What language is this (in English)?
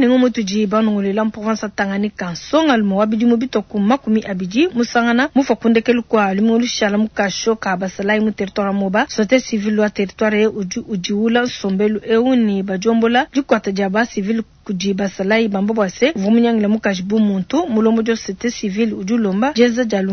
Luba-Lulua